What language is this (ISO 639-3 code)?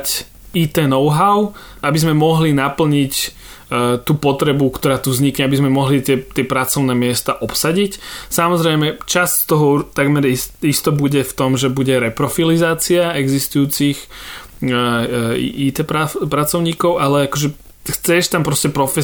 slk